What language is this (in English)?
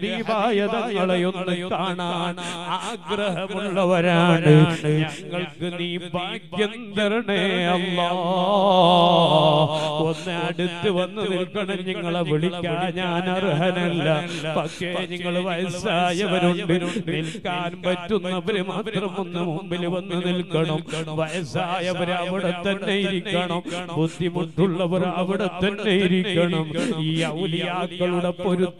Malayalam